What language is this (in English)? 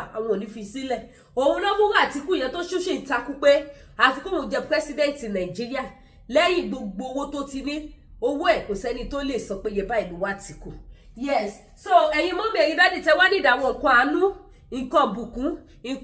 Yoruba